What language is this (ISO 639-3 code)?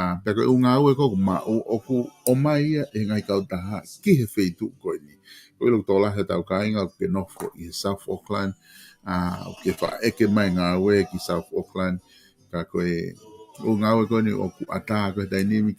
ton